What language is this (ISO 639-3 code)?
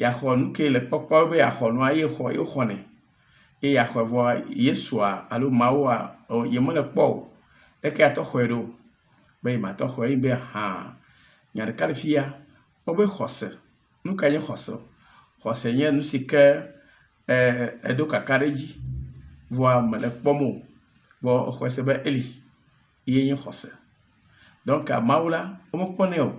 ewe